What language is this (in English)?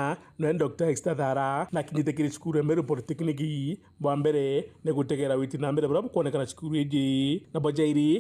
Meru